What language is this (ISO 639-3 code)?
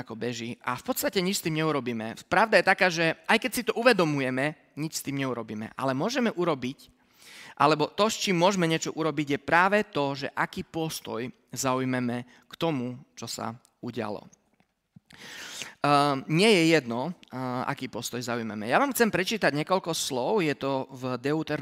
slk